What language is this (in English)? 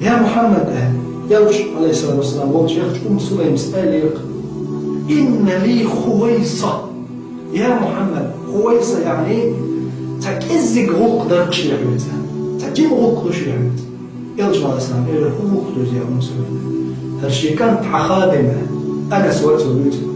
Chechen